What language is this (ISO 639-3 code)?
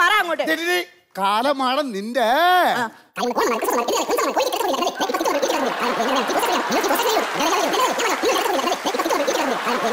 mal